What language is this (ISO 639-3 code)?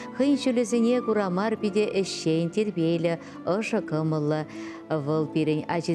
chv